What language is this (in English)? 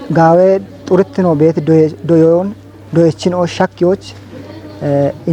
Kafa